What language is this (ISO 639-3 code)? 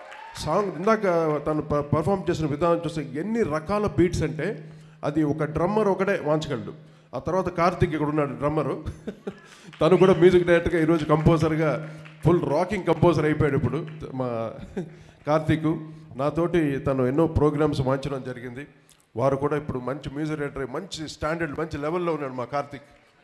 tel